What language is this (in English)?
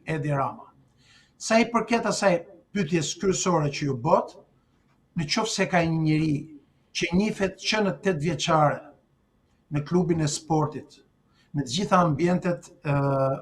Albanian